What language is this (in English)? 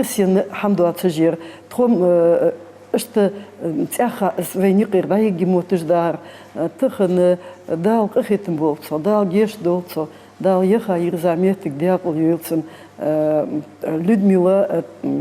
Ingush